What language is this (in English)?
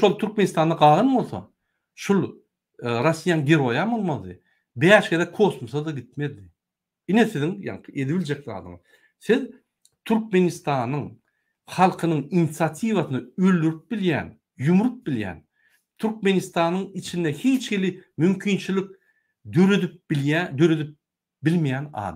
Turkmen